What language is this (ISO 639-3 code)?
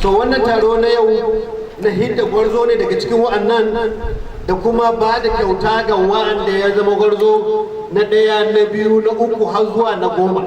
hau